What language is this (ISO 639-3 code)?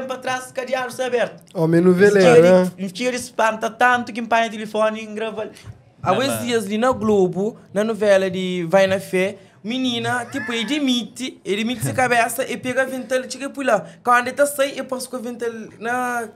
kea